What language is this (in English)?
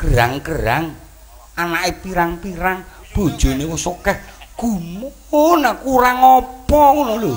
Javanese